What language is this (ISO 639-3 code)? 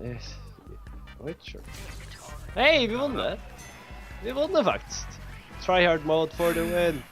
fao